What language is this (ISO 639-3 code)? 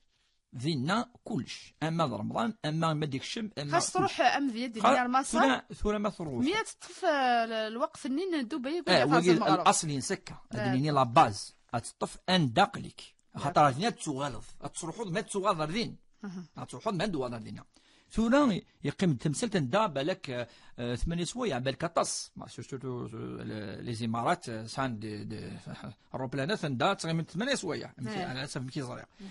kab